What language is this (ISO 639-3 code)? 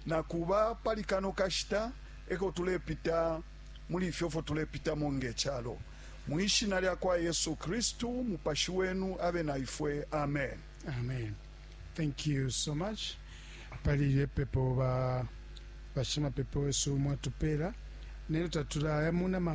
bem